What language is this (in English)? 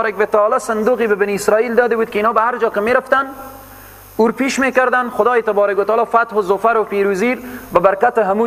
Persian